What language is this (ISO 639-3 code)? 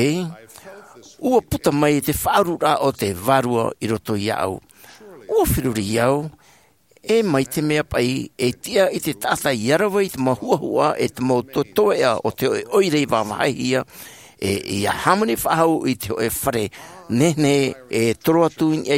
tah